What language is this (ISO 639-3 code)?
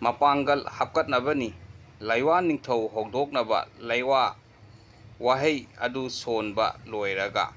mni